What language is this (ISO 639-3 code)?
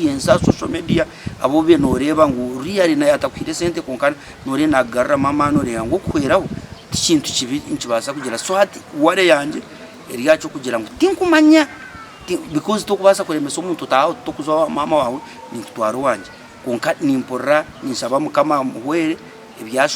nyn